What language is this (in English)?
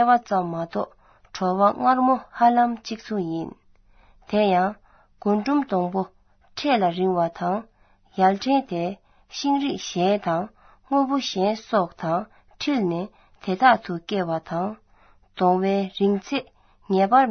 Tibetan